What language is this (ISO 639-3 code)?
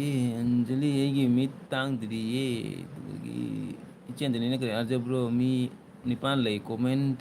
mni